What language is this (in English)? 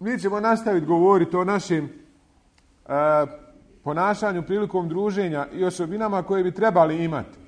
Bosnian